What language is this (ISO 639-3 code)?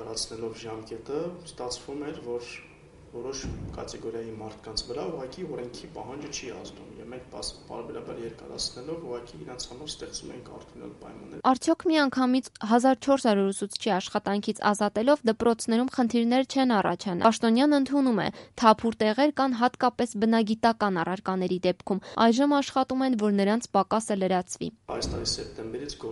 hye